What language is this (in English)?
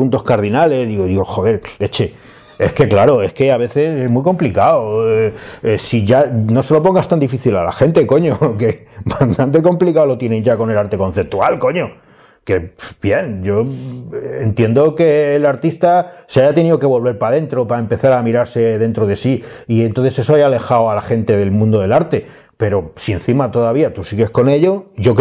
Spanish